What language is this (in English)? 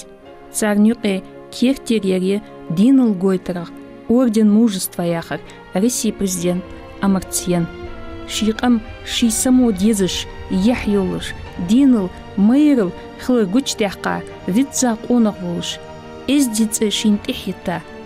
Ingush